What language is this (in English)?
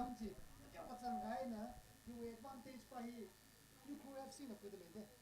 Tangkhul Naga (India)